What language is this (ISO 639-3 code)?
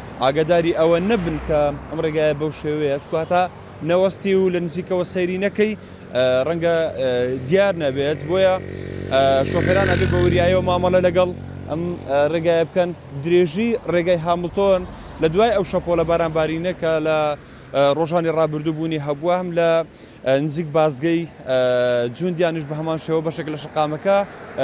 ckb